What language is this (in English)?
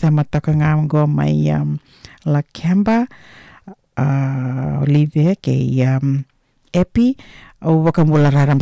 Fijian